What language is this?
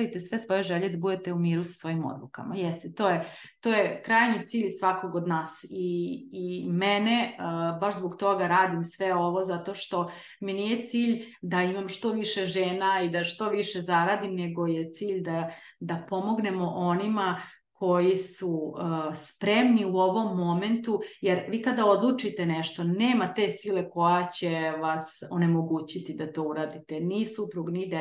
Serbian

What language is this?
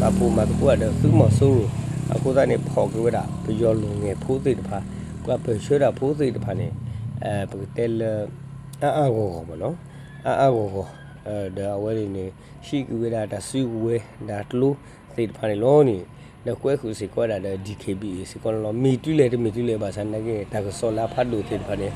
S'gaw Karen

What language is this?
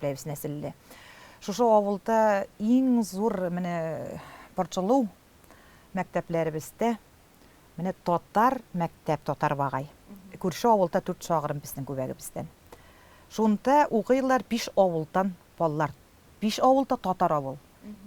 Tatar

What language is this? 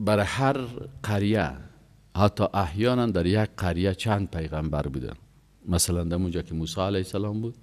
Persian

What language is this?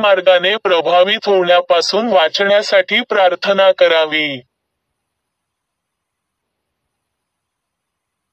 Marathi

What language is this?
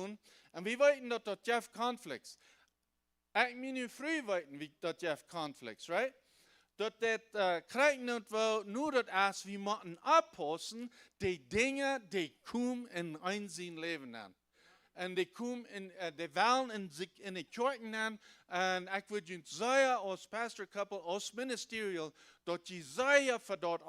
Plautdietsch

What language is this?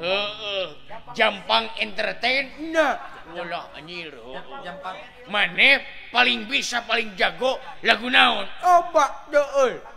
Sundanese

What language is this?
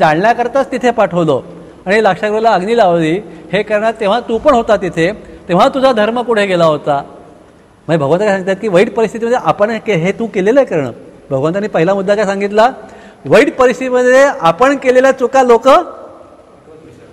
Marathi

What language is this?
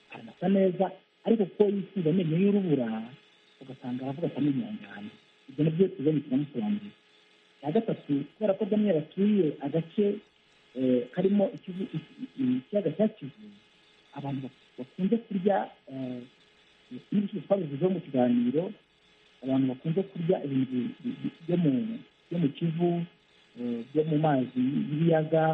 Kinyarwanda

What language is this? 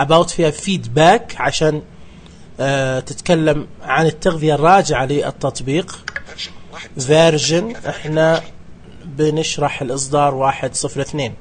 Najdi Arabic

